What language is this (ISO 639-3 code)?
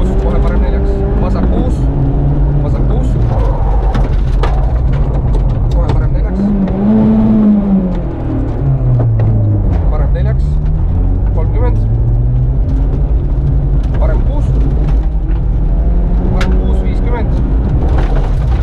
est